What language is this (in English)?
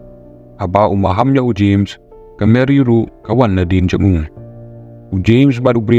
Khasi